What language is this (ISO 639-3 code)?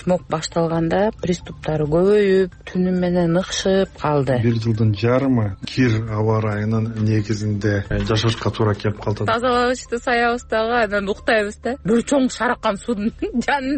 kir